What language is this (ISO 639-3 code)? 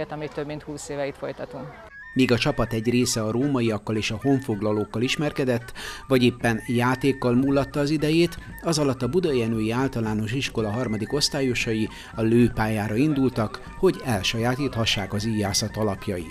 hun